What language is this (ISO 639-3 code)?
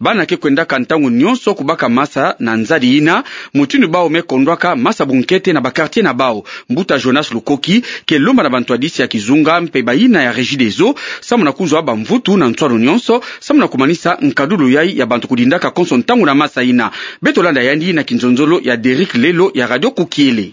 ktu